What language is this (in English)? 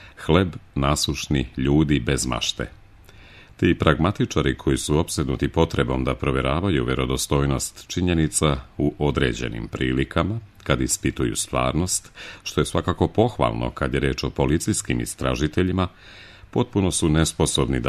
Serbian